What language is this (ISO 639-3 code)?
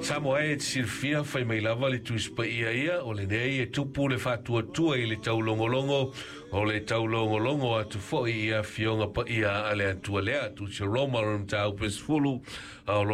smo